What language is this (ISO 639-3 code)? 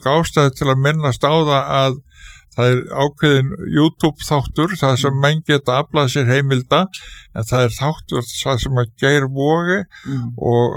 isl